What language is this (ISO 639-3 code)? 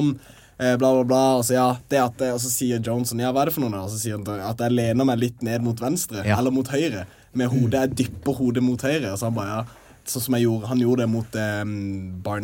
nor